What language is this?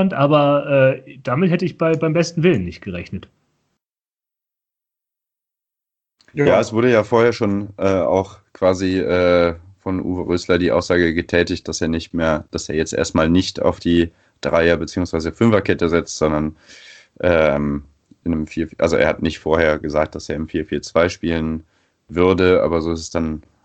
German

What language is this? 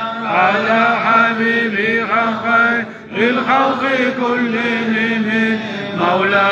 Kumyk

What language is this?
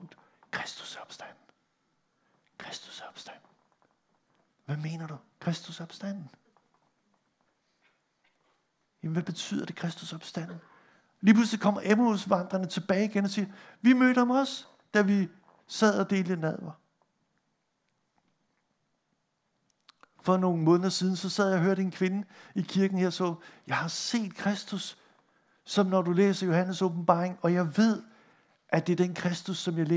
Danish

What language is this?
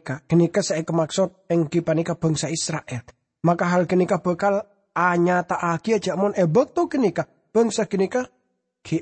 Madurese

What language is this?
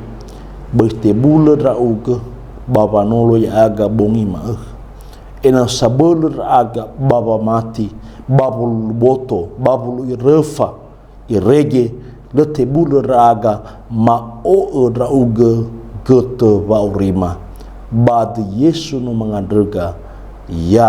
Nias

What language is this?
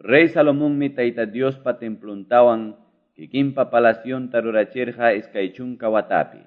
Quechua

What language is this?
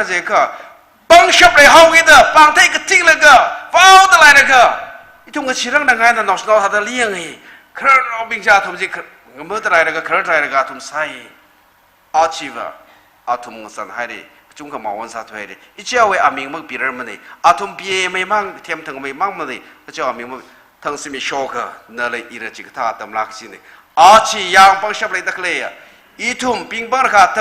Tangkhul Naga (India)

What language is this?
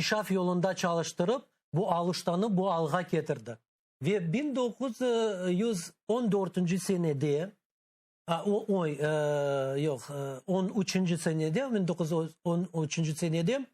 Crimean Tatar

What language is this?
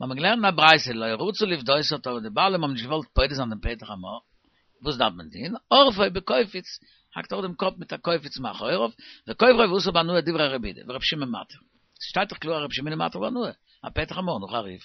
Yiddish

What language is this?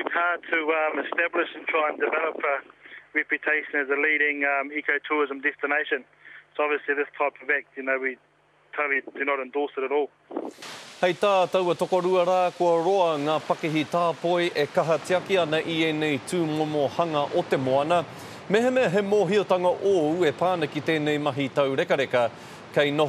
Māori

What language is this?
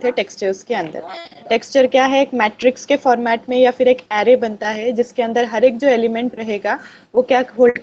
Hindi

